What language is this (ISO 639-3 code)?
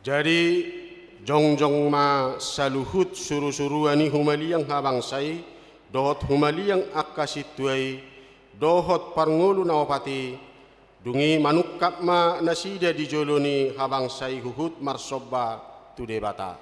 bbc